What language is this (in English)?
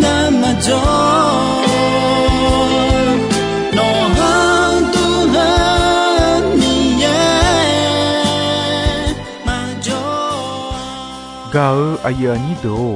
Akha